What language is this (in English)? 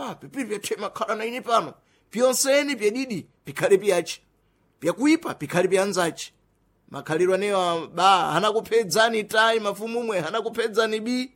Sena